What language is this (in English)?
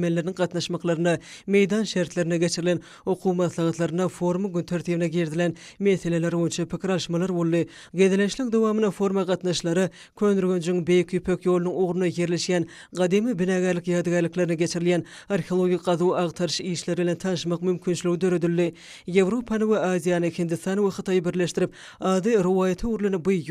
Turkmen